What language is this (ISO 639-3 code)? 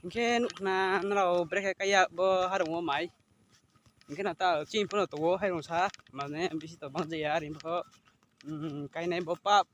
ria